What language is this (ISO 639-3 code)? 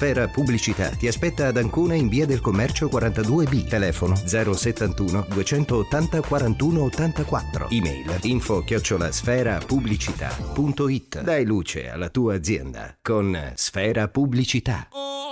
ita